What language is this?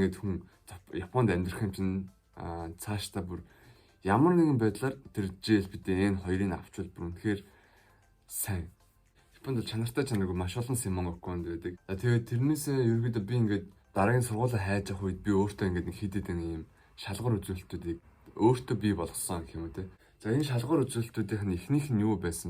Mongolian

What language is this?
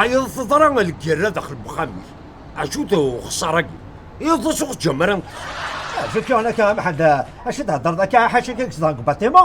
Kabyle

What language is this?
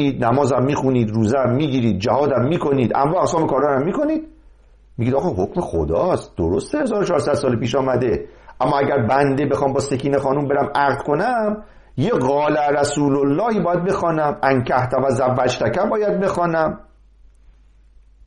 Persian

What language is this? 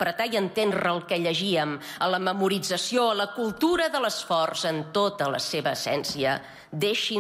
Catalan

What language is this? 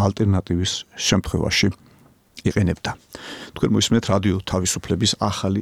Georgian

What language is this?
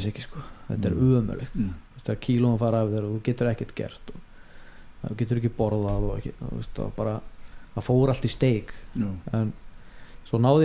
Icelandic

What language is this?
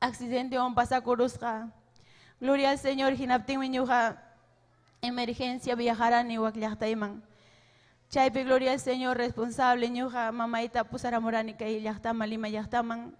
Ayacucho Quechua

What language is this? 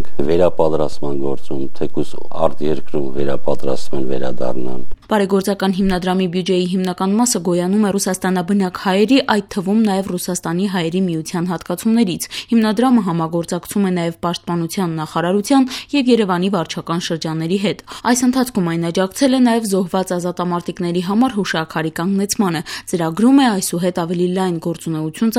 Armenian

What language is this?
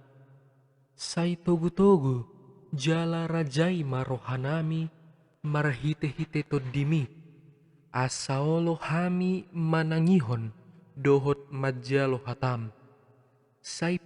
Batak Toba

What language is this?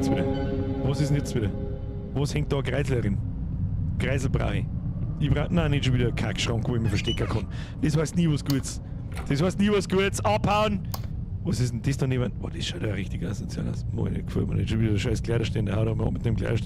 Bavarian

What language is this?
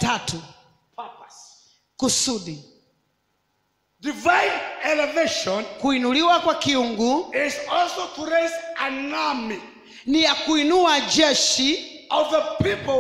Swahili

